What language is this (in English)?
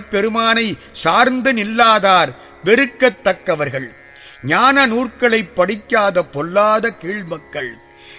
Tamil